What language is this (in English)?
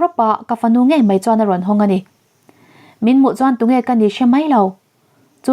Mizo